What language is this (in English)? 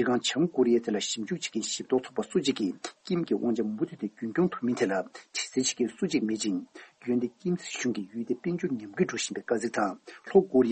Tibetan